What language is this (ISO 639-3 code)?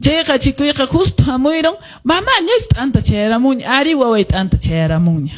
que